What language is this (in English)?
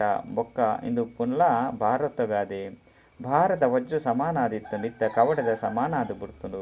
Tulu